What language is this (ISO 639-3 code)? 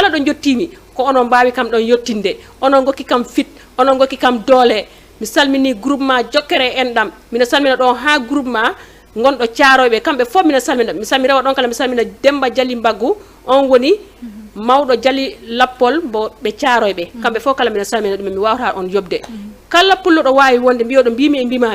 ful